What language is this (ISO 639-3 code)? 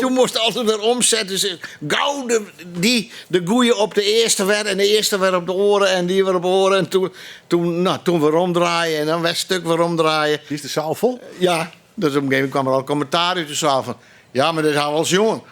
fry